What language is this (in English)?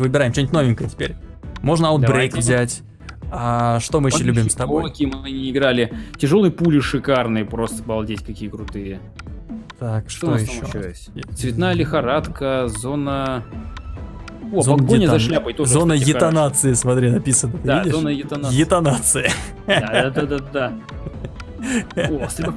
Russian